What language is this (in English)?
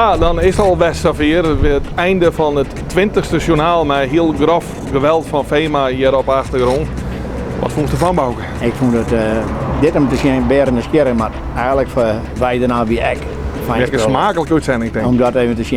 Western Frisian